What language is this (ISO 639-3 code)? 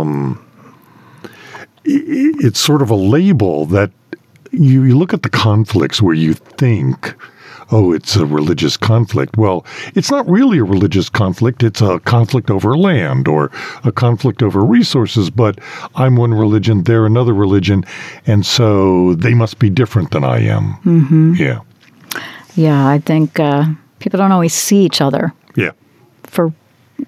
eng